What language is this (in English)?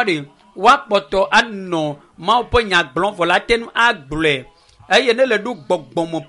Ewe